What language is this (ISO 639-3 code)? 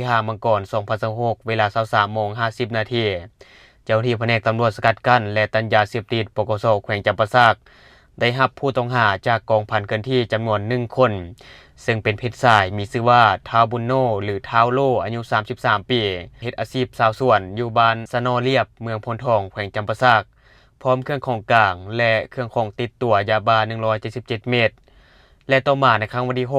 lao